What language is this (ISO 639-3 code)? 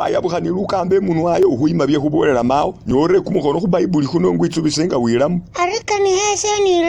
myx